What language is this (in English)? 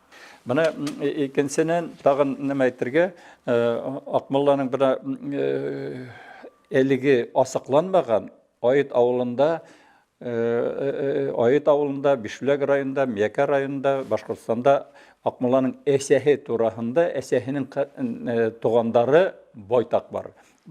Bashkir